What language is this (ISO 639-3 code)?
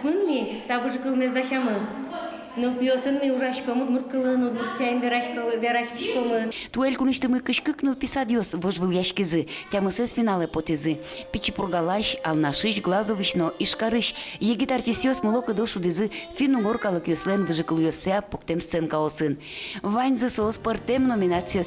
udm